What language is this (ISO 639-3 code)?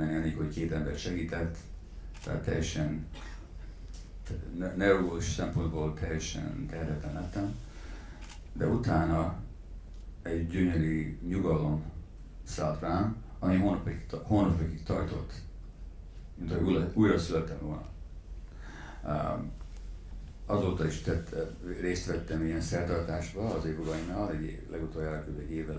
hun